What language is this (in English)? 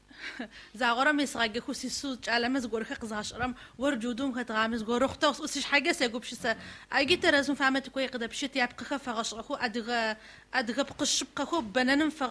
Adyghe